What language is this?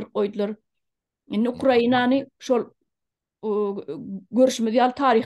Turkmen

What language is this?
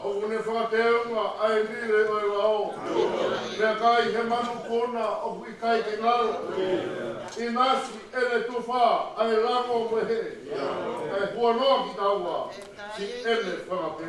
Tongan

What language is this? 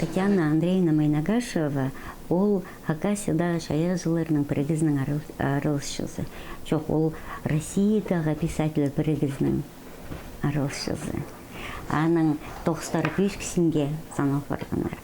Khakas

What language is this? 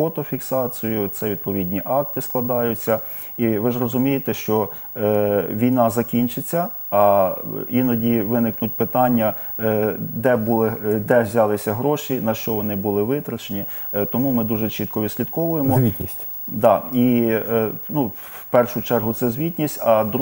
Ukrainian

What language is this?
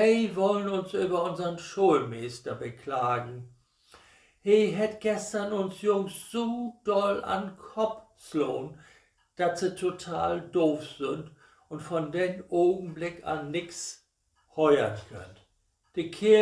Low German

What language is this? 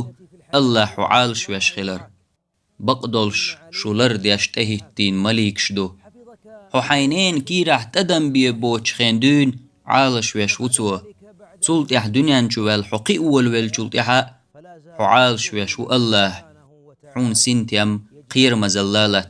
Chechen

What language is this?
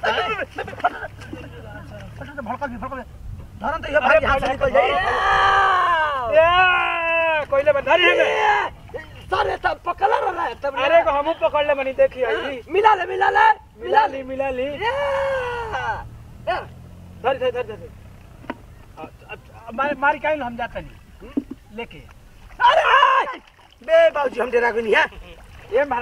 Bhojpuri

